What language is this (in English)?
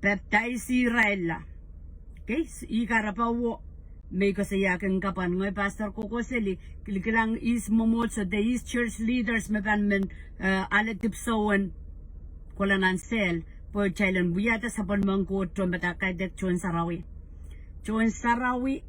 Pohnpeian